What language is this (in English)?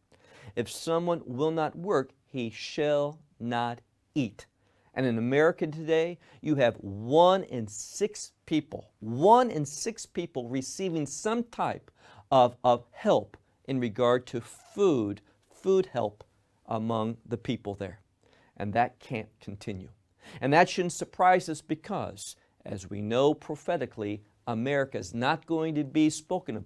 English